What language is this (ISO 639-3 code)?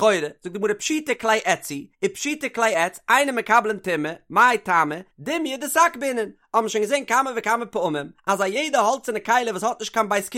yid